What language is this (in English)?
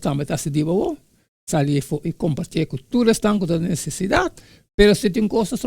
Papiamento